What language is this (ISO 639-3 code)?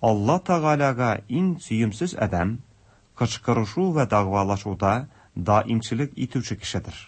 tat